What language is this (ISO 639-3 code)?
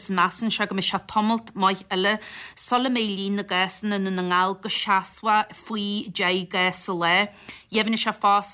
gle